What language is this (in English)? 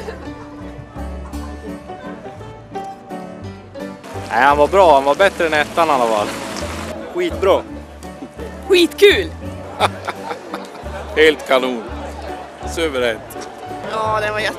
Swedish